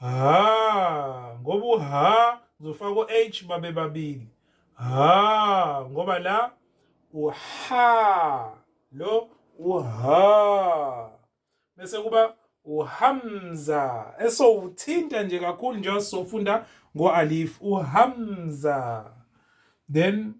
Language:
Zulu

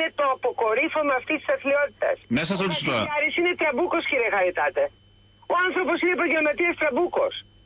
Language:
Greek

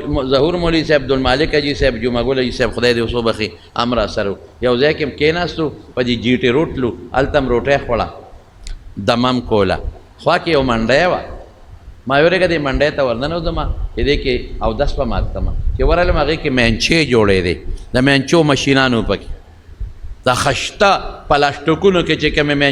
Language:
Pashto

